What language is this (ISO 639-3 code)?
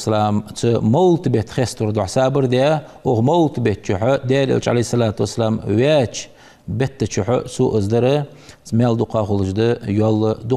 inh